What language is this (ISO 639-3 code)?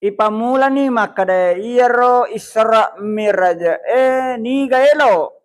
bug